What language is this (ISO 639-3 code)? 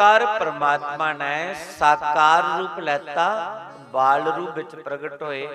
doi